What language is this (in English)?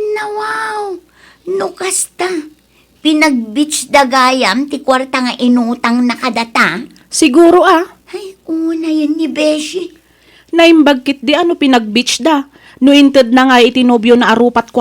Iloko